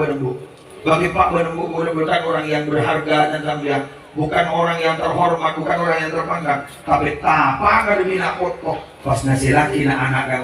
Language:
Madurese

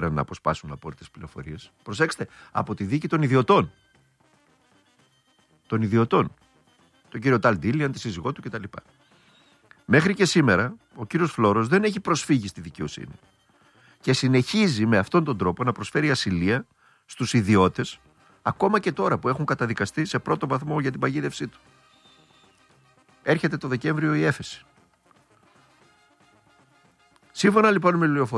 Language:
Greek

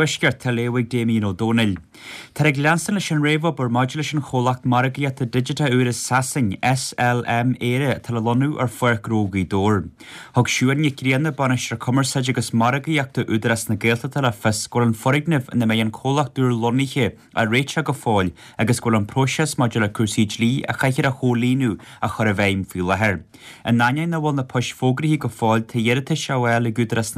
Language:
Irish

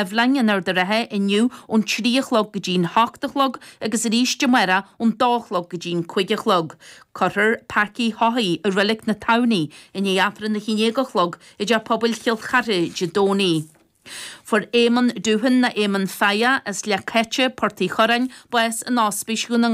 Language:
Irish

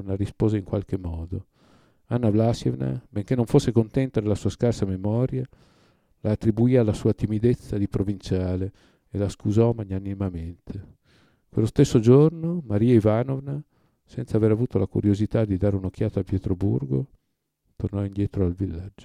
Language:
Italian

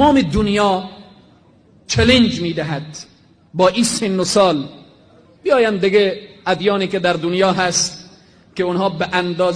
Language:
Persian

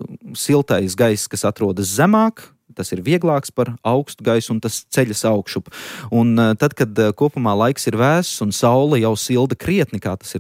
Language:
Latvian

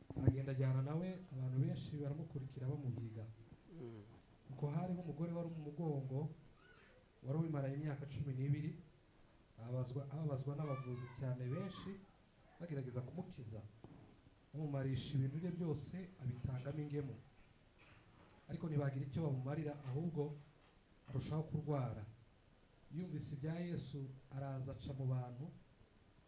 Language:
Kinyarwanda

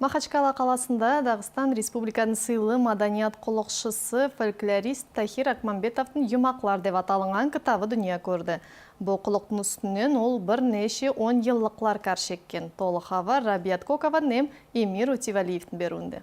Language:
Nogai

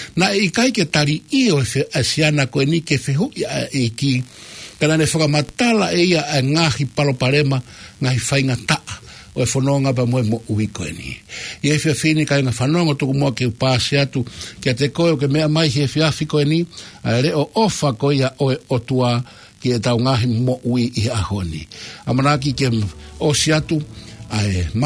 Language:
Tongan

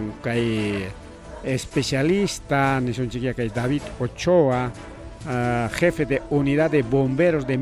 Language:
Ayacucho Quechua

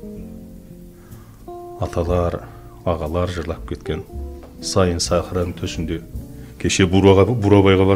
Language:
Kazakh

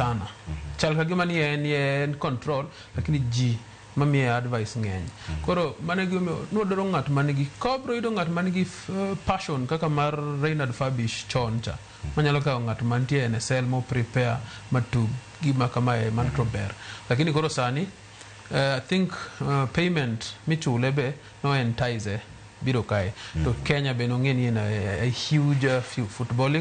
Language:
Luo (Kenya and Tanzania)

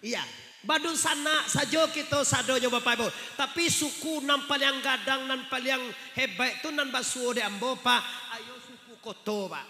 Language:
Minangkabau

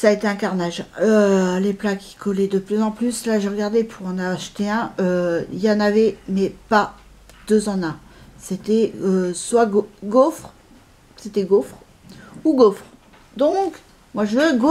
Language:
French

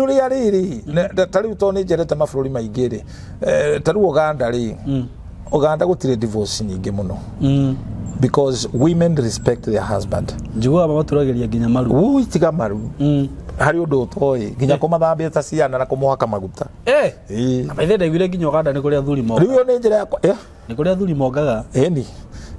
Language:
Kikuyu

